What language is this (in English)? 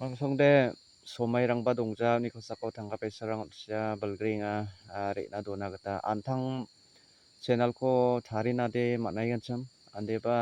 Garo